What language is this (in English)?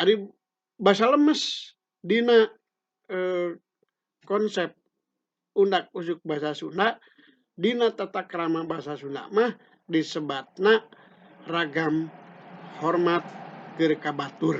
Sundanese